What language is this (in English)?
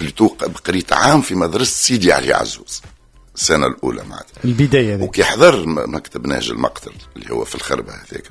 Tunisian Arabic